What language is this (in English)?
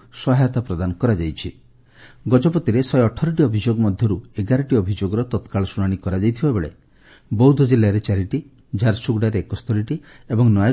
Odia